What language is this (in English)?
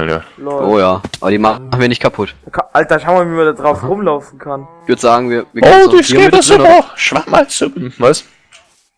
Bavarian